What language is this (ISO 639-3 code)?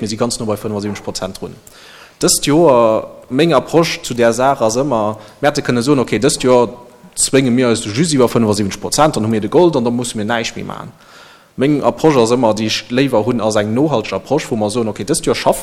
ltz